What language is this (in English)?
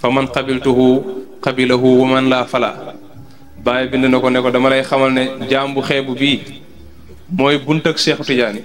Wolof